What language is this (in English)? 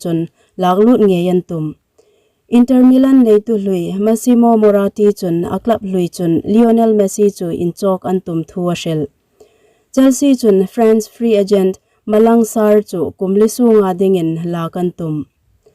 Hmar